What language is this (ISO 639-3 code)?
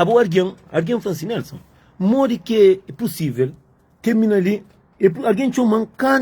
kea